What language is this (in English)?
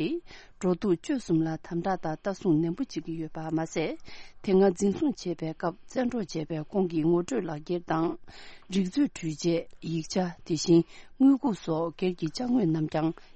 Tibetan